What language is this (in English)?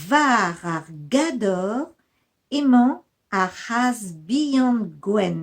Breton